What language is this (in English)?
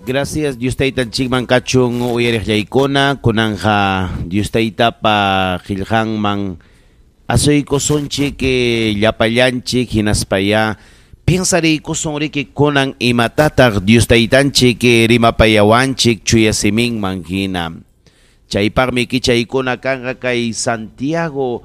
Ayacucho Quechua